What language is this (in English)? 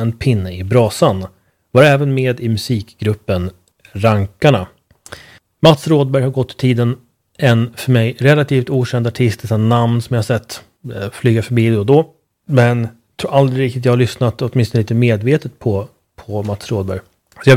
Swedish